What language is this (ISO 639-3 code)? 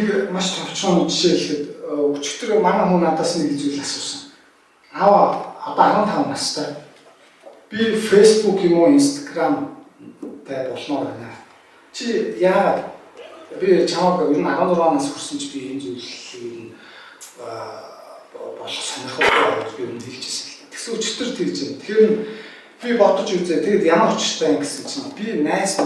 mon